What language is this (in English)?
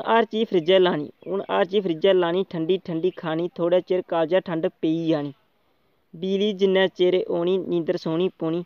Dogri